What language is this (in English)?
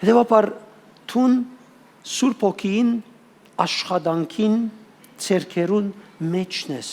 Western Armenian